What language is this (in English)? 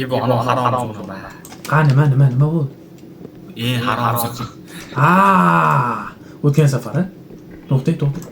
Uzbek